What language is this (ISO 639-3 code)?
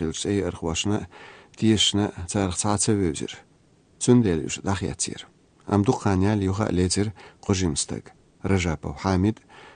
che